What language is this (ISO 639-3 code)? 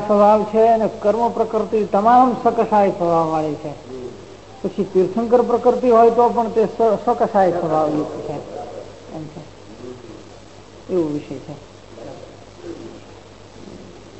guj